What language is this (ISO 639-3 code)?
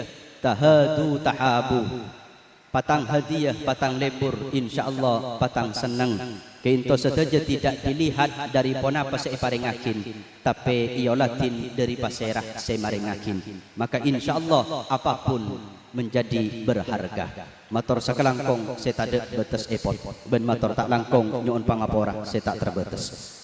mad